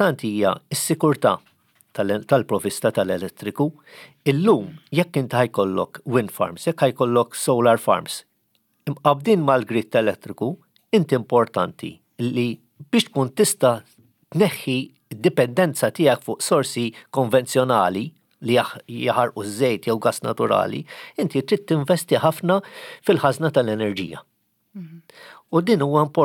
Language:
Maltese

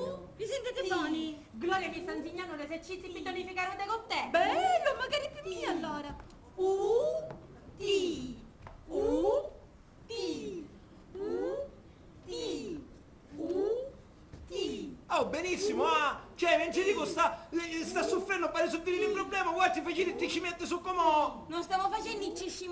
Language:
Sicilian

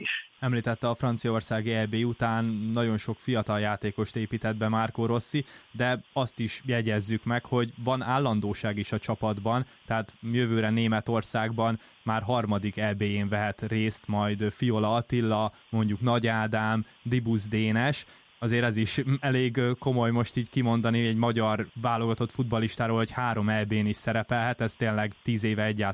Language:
Hungarian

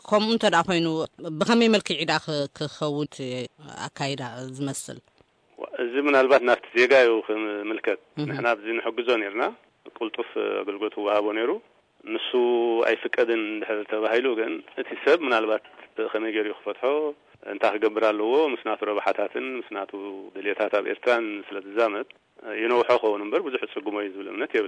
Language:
Tigrinya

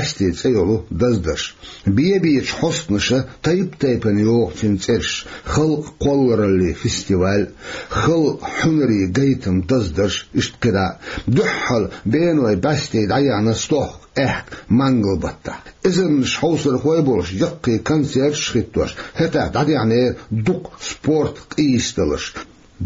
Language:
Chechen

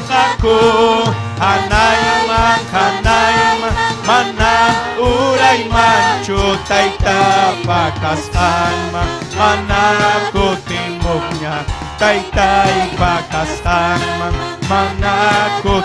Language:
Ayacucho Quechua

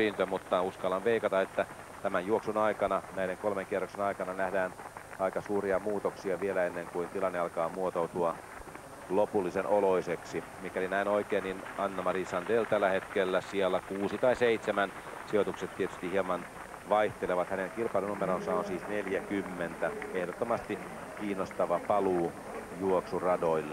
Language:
Finnish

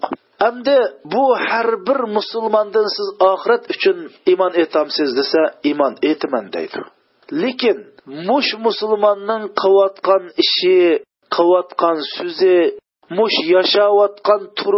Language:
Uyghur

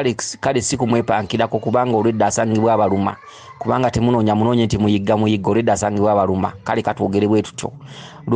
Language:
Ganda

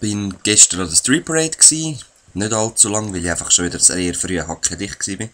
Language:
Swiss German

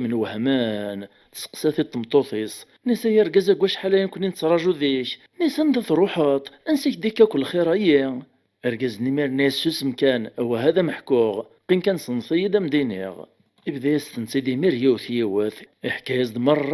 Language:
Kabyle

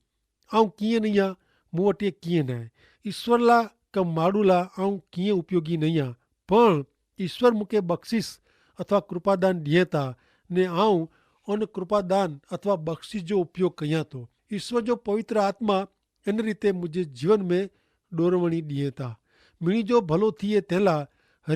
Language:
Kachhi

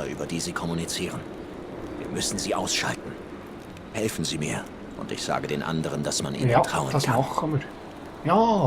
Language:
Swiss German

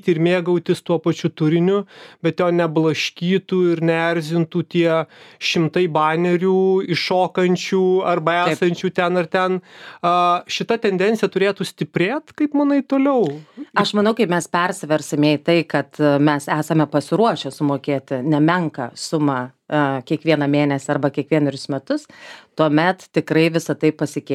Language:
Lithuanian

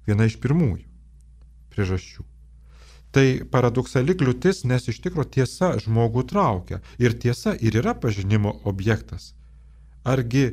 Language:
Lithuanian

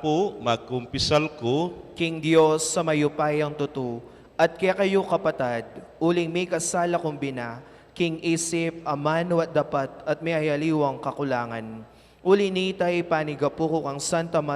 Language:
Pampanga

